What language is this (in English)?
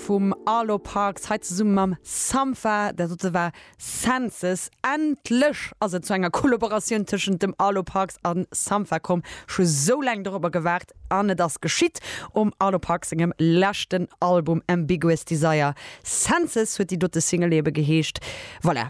Luxembourgish